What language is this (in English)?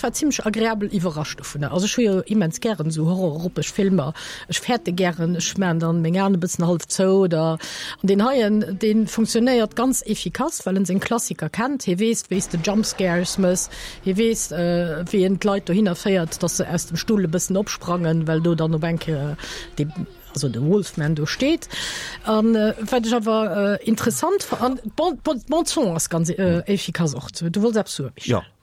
Luxembourgish